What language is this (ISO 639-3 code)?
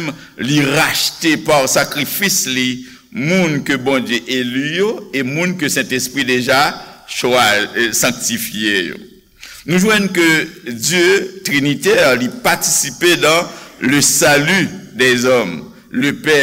hat